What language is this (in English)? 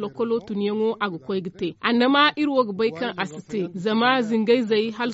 Zarma